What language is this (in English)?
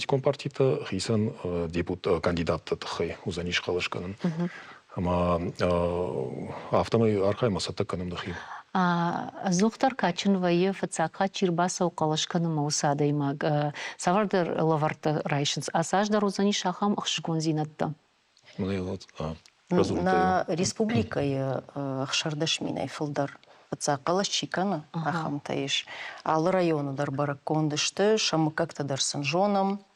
Ossetic